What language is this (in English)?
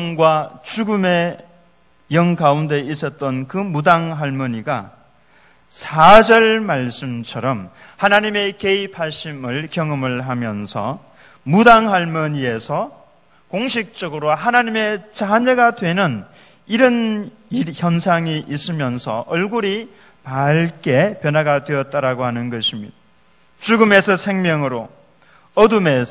Korean